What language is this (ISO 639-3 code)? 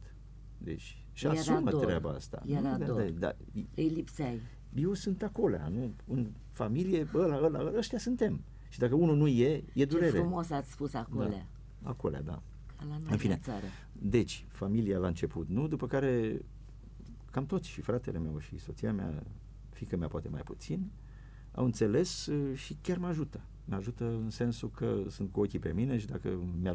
ron